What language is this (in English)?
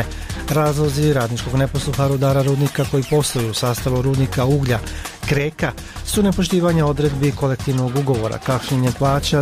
Bosnian